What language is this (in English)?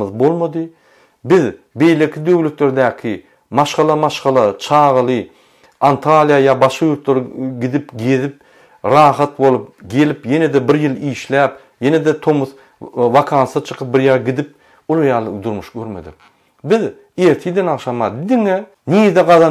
Turkmen